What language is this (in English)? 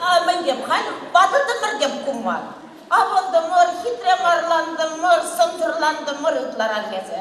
Chuvash